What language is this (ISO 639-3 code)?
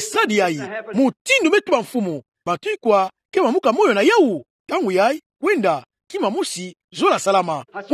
ktu